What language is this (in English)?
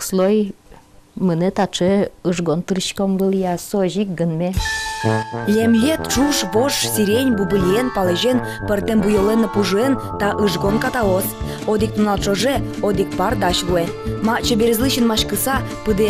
Udmurt